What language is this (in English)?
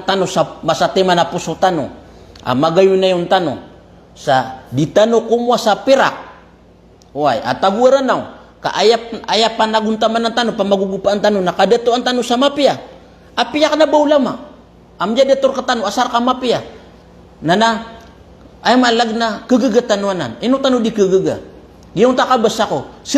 Maranao